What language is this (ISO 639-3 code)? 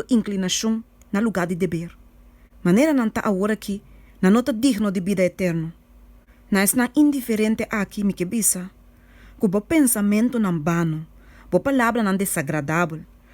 pap